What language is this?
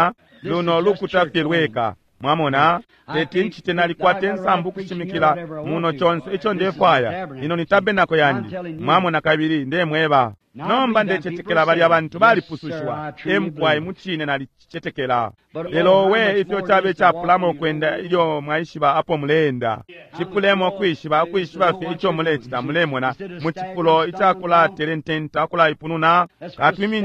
Bemba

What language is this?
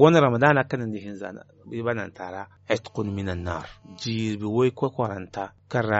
Zarma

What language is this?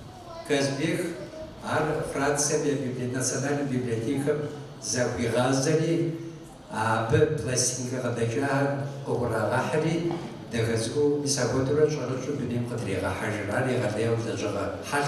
Kabardian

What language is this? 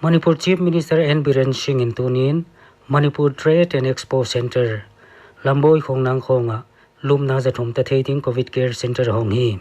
Paite Chin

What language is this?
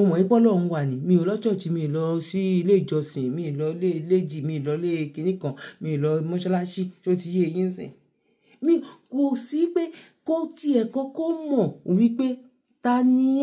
Yoruba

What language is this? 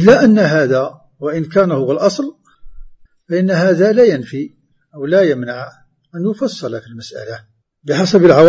Arabic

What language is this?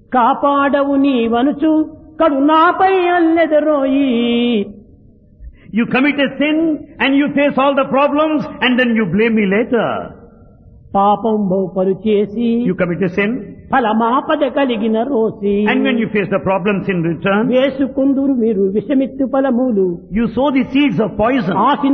Telugu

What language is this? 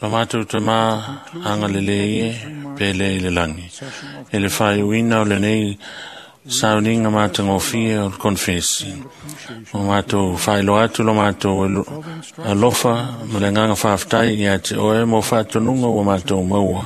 Samoan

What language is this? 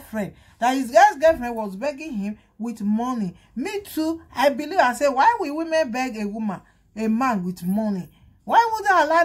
Nigerian Pidgin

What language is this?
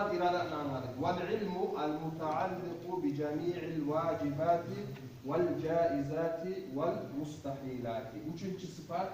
Kumyk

